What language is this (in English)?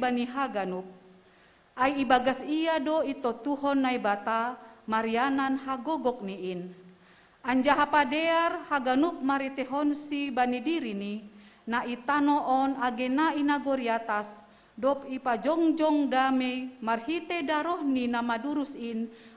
Batak Simalungun